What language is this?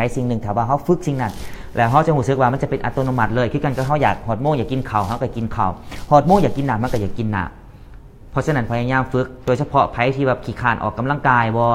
Lao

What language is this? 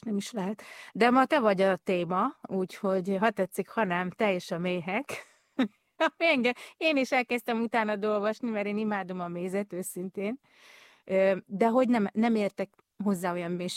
Hungarian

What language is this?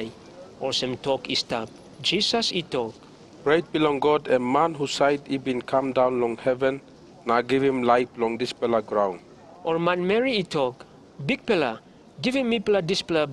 Tok Pisin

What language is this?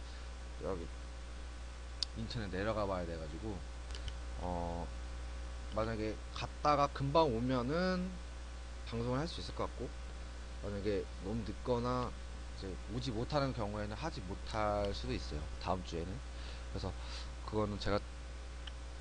Korean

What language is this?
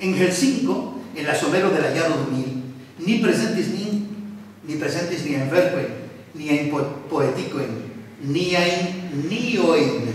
Esperanto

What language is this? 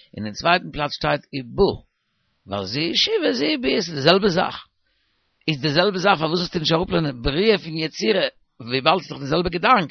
Yiddish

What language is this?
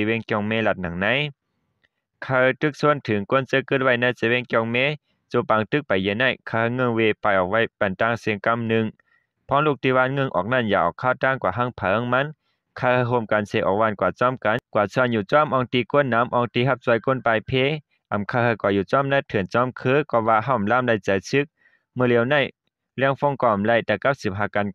Shan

